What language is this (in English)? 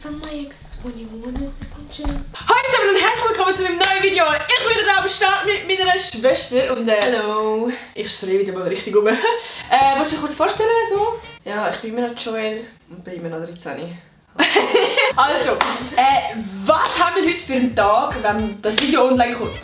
Swiss German